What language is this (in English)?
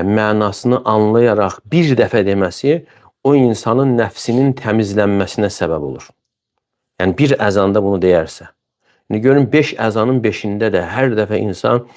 Azerbaijani